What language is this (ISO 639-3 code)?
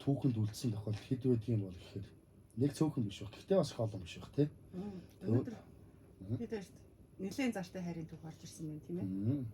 mon